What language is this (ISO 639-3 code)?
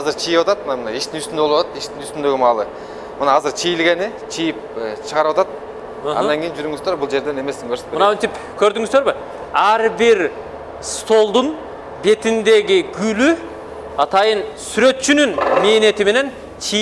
kir